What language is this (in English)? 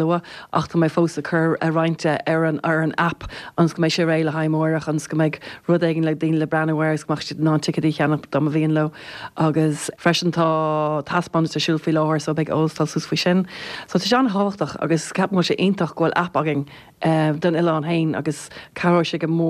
Irish